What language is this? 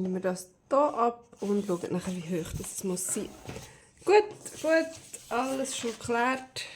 Swiss German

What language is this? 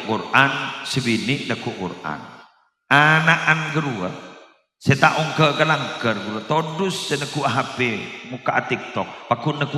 Madurese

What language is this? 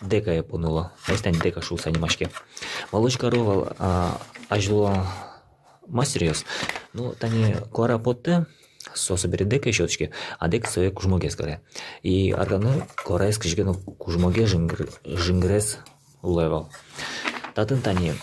Udmurt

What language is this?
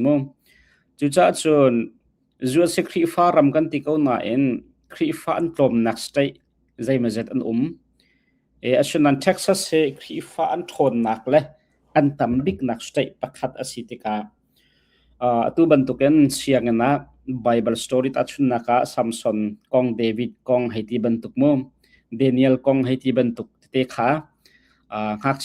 Hakha Chin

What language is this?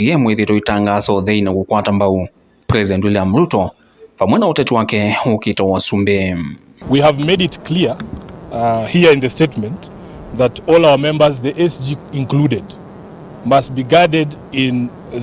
Kamba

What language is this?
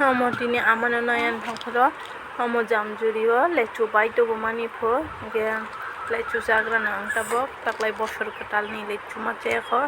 Kok Borok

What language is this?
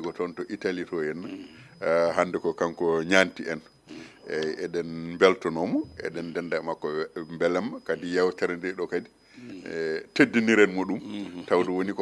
Fula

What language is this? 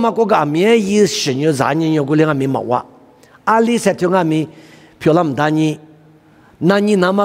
Lisu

